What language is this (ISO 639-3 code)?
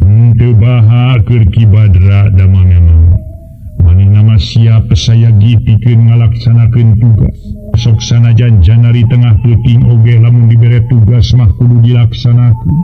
sun